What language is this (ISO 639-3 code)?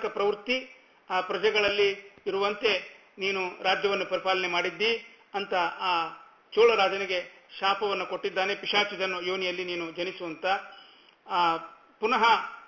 kan